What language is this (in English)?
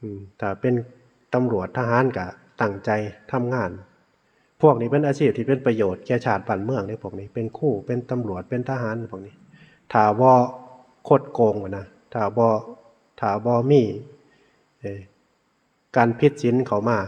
Northeastern Thai